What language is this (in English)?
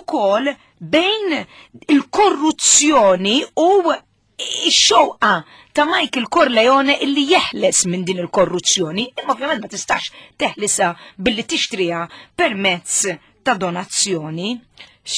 Maltese